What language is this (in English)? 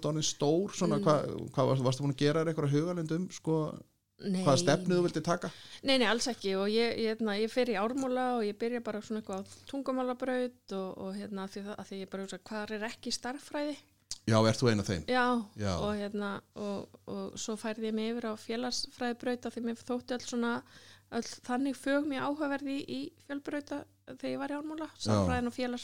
Icelandic